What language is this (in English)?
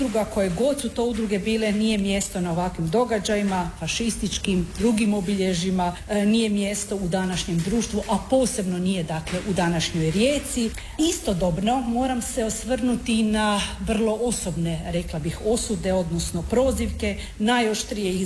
Croatian